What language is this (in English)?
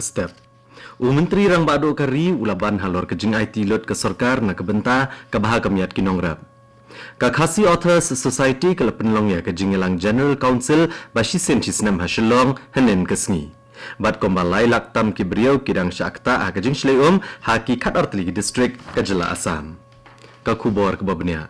Khasi